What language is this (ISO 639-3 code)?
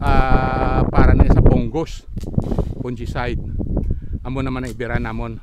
hil